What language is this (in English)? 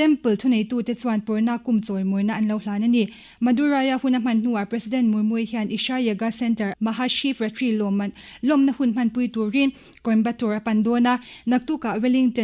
Mizo